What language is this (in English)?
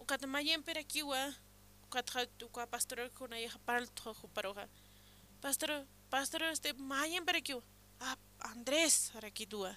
Aymara